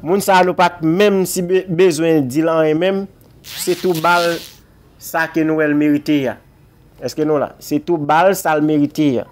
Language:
Haitian Creole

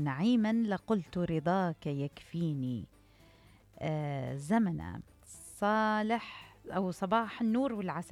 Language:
Mesopotamian Arabic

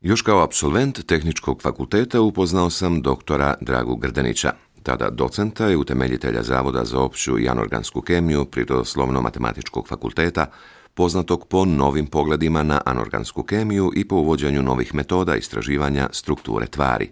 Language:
Croatian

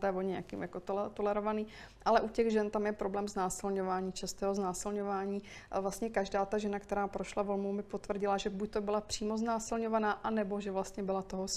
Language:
Czech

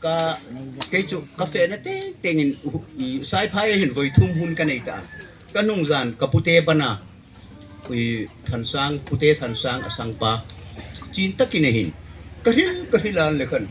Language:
Hmar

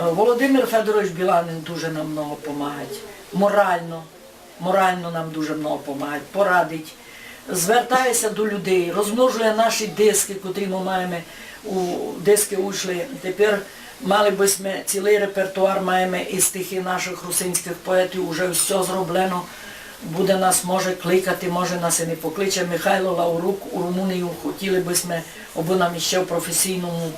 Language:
Rusyn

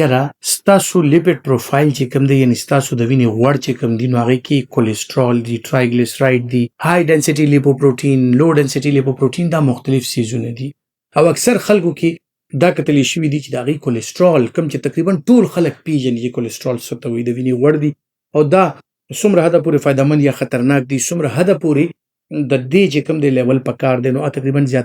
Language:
Pashto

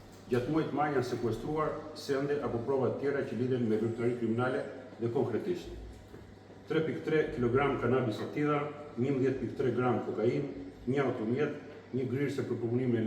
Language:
Albanian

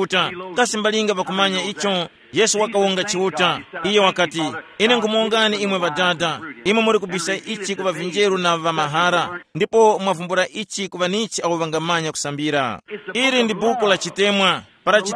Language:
Tumbuka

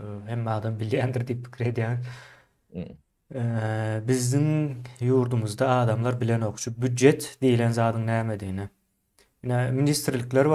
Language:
Turkmen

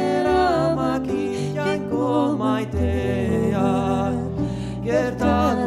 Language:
Basque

